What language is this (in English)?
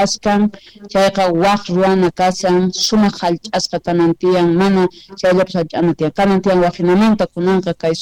South Bolivian Quechua